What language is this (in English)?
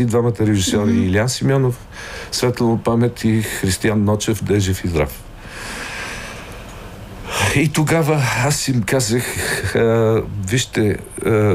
Bulgarian